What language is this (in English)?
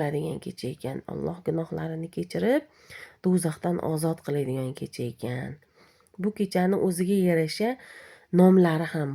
Uzbek